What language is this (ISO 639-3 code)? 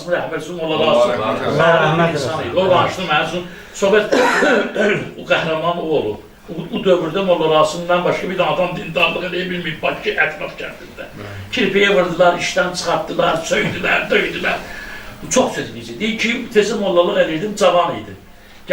aze